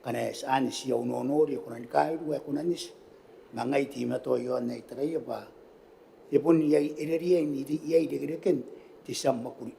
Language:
Gilbertese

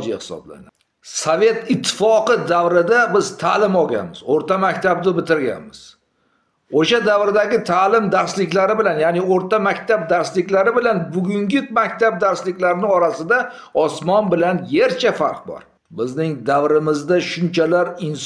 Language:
Uzbek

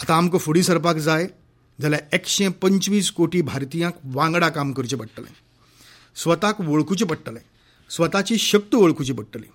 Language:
Konkani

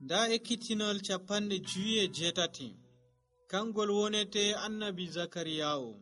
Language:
Nigerian Fulfulde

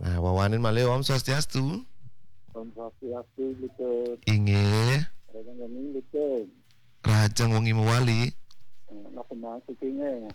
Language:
Balinese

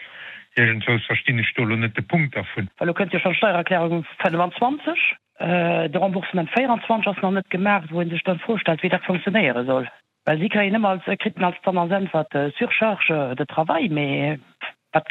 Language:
Luxembourgish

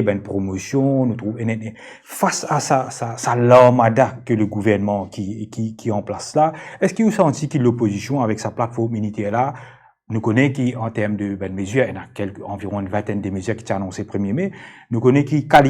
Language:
Morisyen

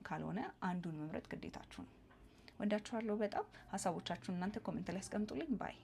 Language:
Amharic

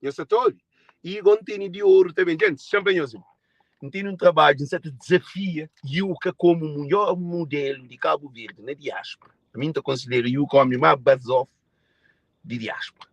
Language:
Kabuverdianu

